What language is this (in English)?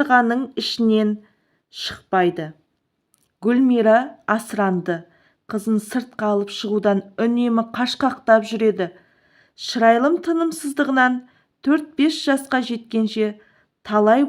Kazakh